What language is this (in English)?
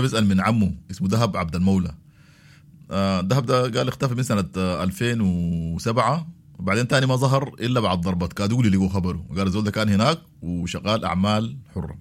Sudanese Arabic